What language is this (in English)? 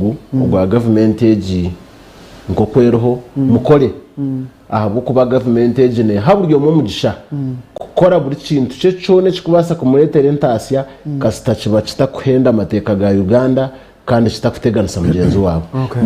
Nyankole